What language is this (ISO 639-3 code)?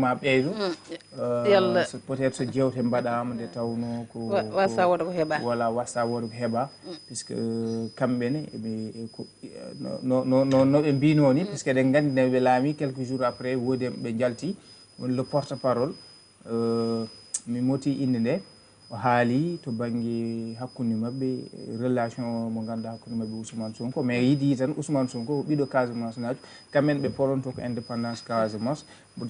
ful